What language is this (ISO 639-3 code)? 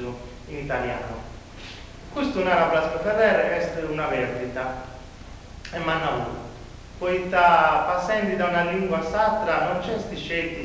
srd